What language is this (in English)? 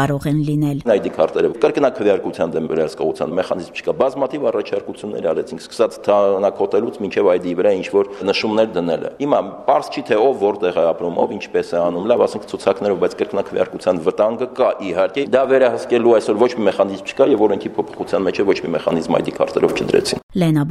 Armenian